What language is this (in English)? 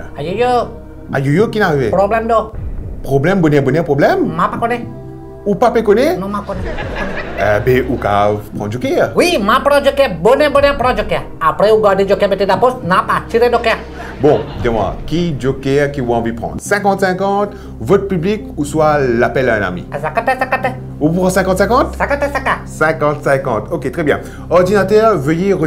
Morisyen